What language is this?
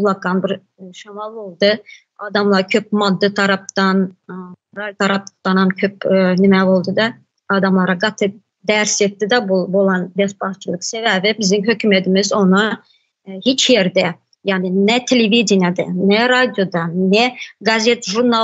Turkmen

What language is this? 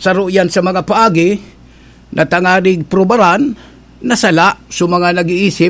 Bikol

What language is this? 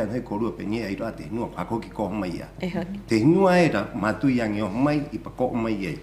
Rapanui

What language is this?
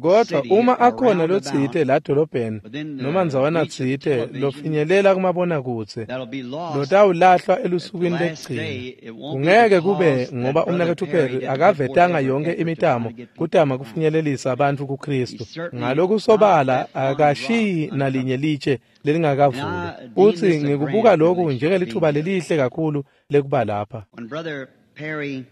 Swati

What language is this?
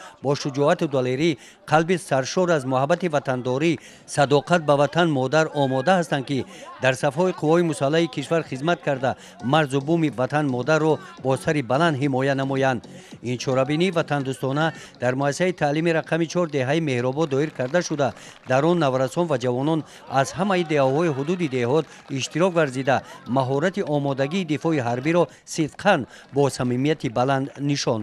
Tajik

